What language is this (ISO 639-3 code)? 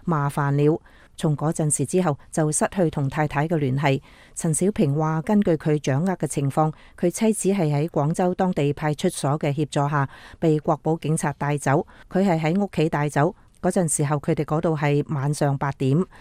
yue